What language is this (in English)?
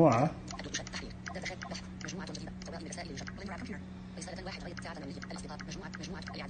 Najdi Arabic